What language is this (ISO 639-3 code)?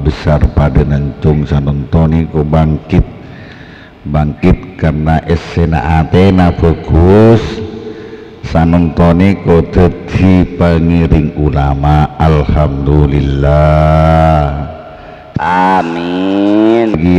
mad